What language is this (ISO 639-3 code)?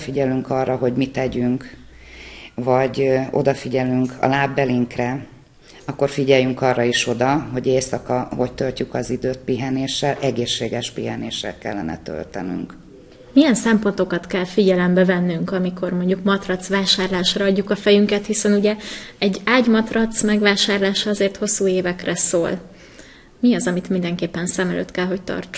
hun